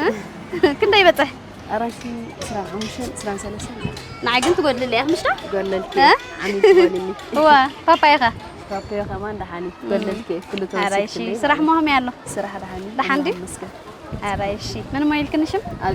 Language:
Tigrinya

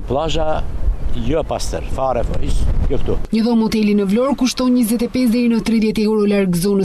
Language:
Albanian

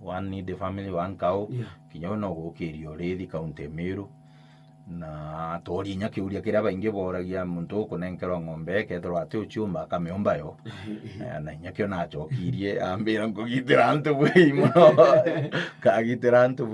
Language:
Meru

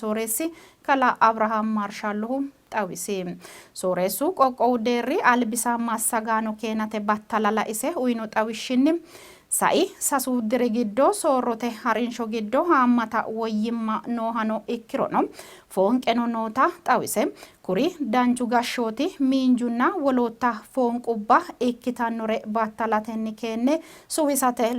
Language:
Sidamo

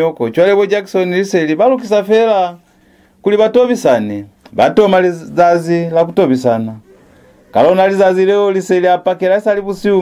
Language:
Lozi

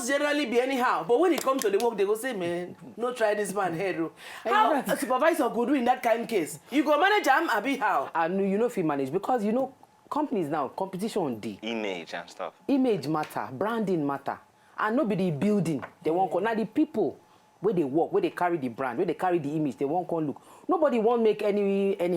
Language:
Nigerian Pidgin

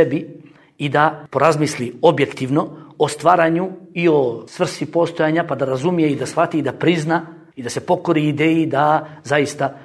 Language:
Bosnian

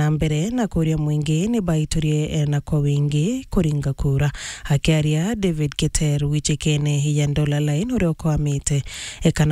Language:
Meru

